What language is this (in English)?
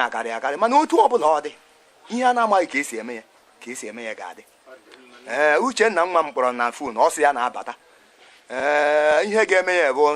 Igbo